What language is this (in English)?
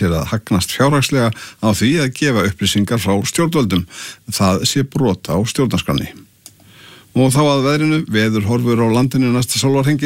Icelandic